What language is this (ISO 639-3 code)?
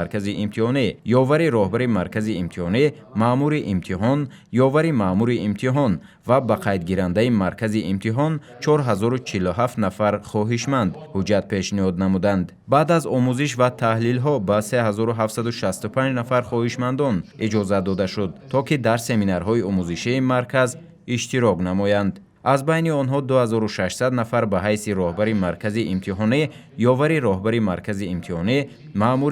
tgk